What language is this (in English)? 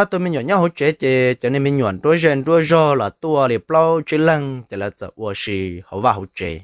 Hmong